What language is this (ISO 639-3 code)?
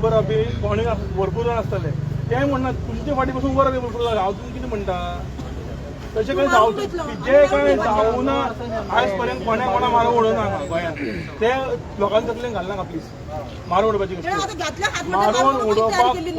kok